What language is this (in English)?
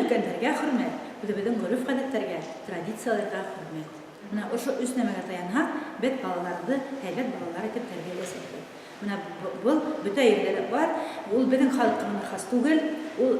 Bashkir